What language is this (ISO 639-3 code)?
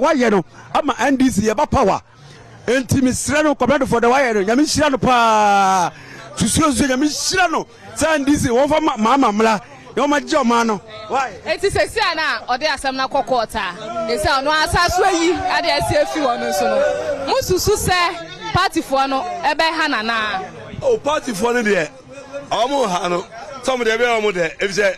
aka